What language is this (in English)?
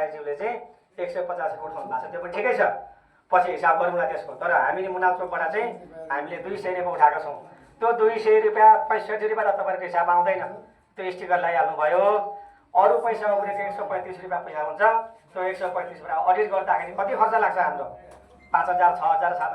Nepali